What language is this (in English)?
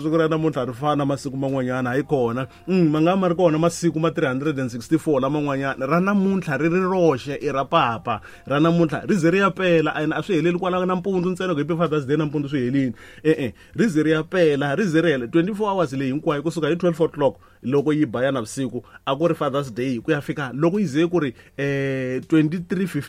Tsonga